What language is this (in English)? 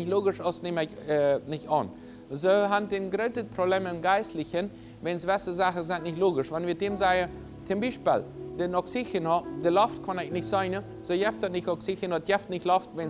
Plautdietsch